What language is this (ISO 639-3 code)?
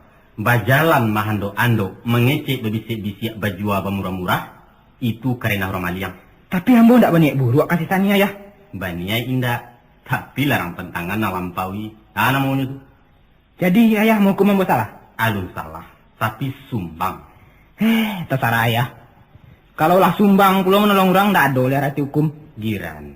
min